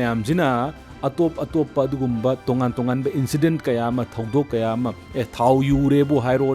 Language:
Manipuri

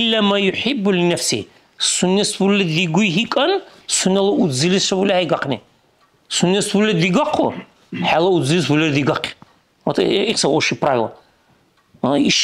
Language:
Dargwa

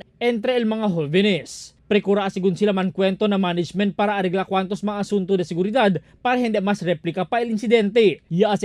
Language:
Chavacano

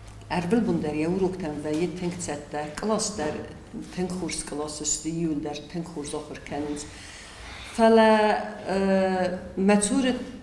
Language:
Ossetic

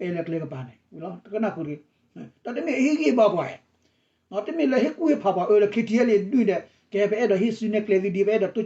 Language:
S'gaw Karen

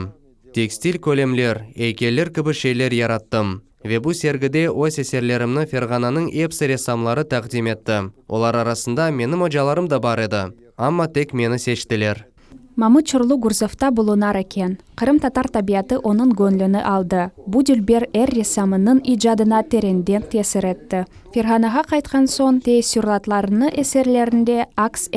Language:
Crimean Tatar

